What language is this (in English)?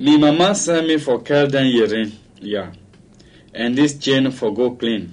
Krio